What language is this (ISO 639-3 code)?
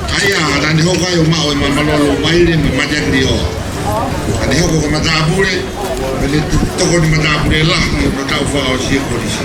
ton